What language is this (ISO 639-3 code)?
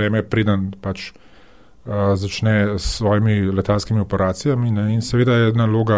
slv